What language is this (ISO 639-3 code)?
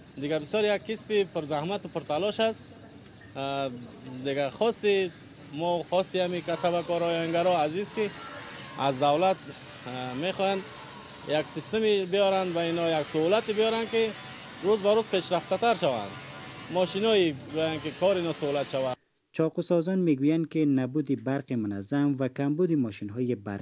fas